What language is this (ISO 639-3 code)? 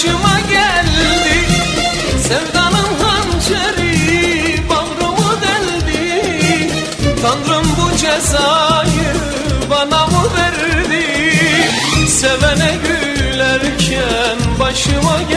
tur